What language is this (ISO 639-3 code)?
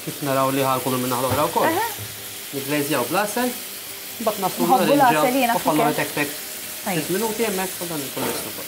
mlt